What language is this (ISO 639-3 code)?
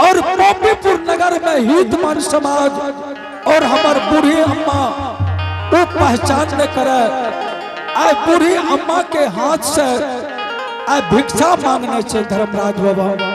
anp